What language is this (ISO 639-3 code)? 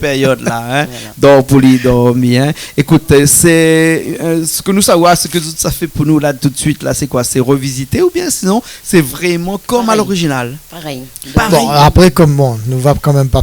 rcf